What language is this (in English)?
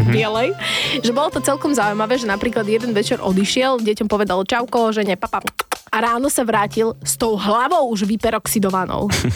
Slovak